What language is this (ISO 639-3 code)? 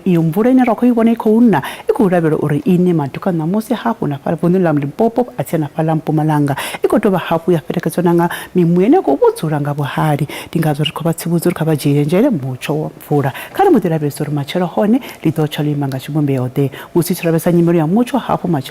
ven